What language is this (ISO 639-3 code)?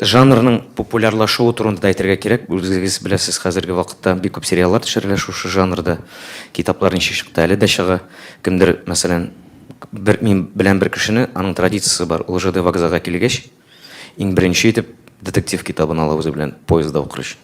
tat